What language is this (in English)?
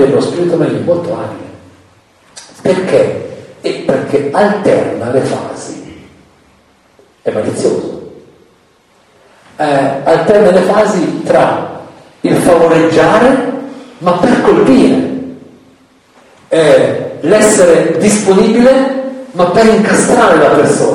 Italian